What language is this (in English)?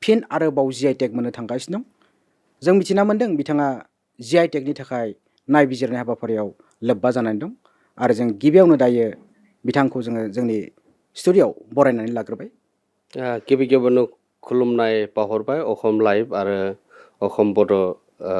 Bodo